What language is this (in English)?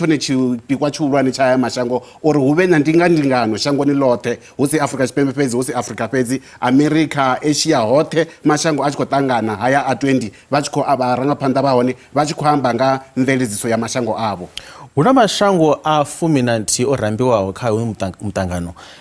Venda